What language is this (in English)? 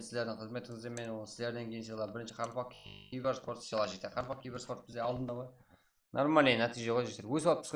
Kara-Kalpak